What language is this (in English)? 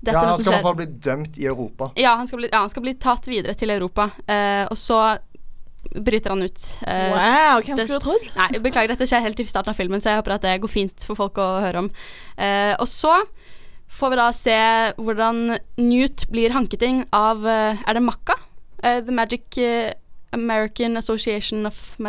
Norwegian